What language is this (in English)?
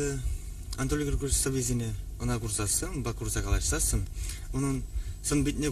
Chuvash